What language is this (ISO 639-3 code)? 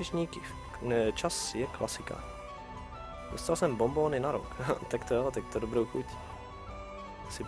ces